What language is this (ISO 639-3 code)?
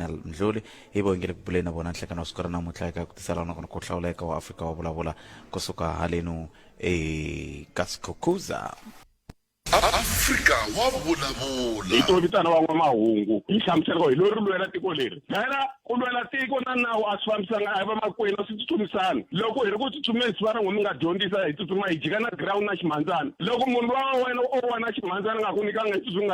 tso